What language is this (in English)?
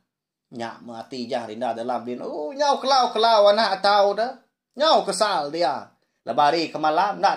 Iban